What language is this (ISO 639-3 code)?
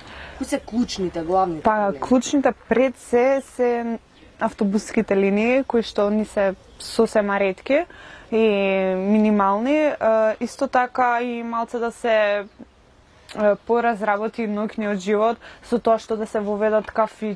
mkd